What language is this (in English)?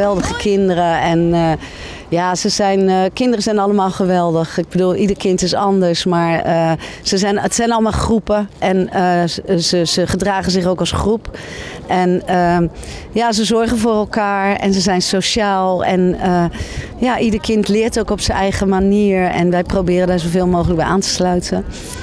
Dutch